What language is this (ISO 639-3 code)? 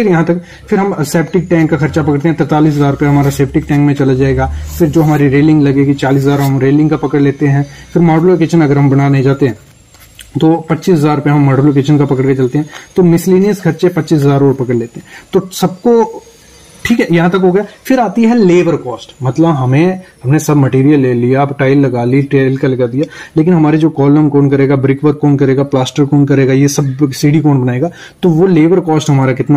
hin